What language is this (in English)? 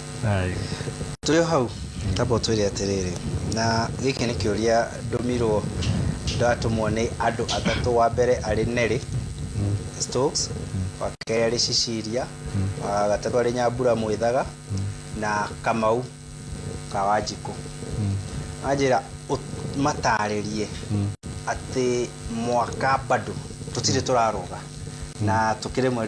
Kikuyu